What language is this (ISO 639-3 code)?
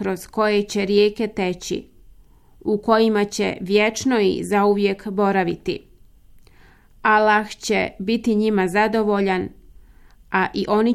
bos